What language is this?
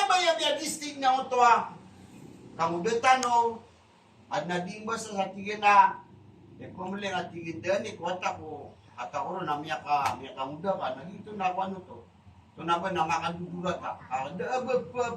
Maranao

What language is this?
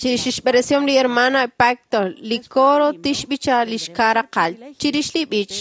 Kekchí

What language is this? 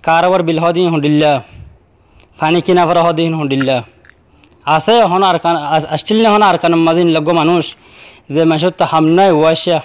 Rohingya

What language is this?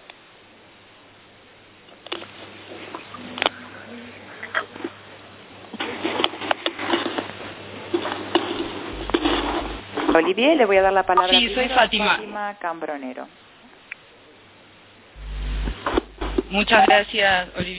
Spanish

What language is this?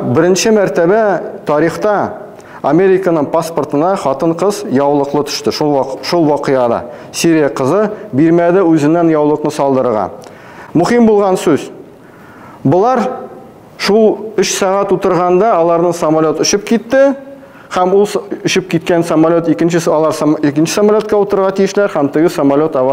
Tatar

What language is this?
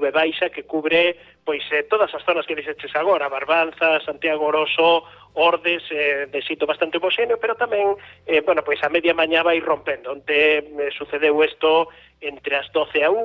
Galician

